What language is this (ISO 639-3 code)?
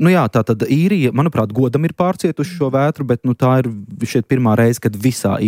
lav